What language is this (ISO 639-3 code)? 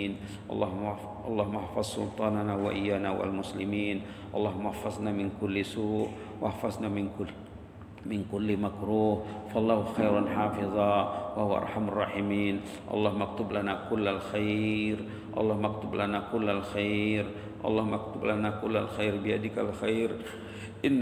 msa